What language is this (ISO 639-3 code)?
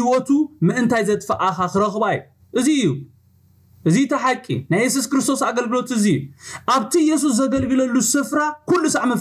tir